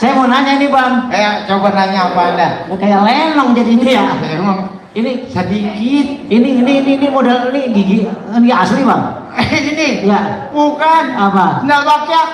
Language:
Betawi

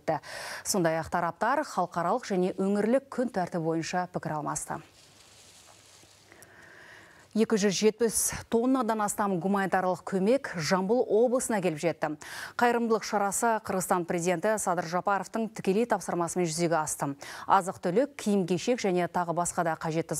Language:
Kazakh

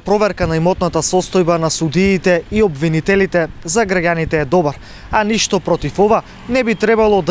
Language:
Macedonian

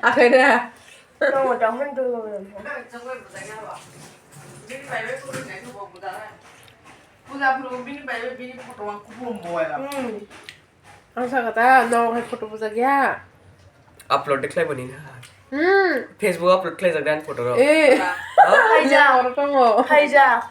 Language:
Kok Borok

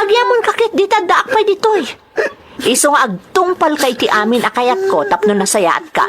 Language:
Iloko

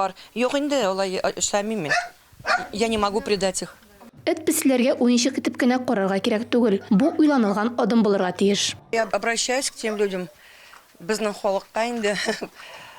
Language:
Tatar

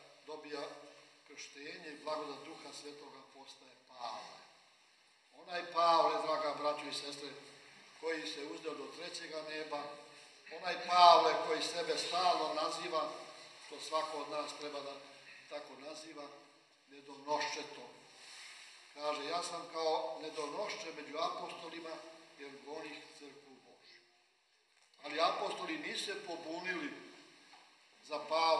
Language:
Serbian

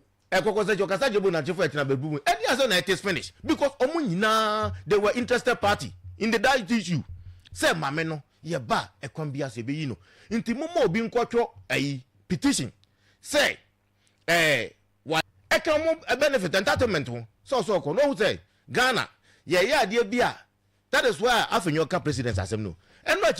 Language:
Akan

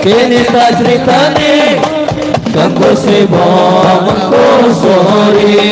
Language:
Banjar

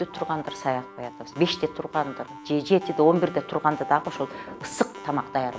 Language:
Kyrgyz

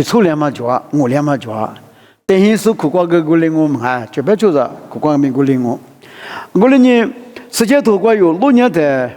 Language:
Lisu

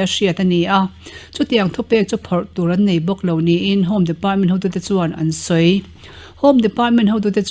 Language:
Mizo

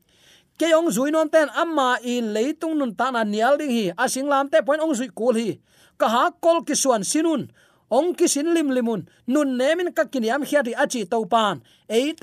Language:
Tedim Chin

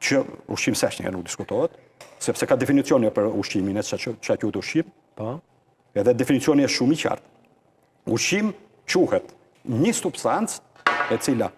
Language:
Albanian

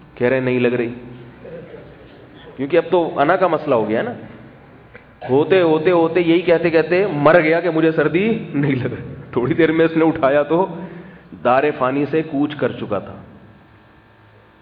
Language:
Urdu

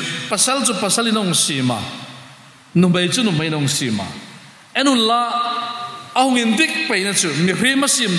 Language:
Hmar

